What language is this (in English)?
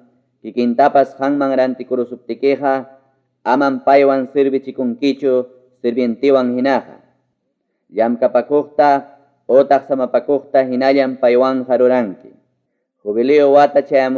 Ayacucho Quechua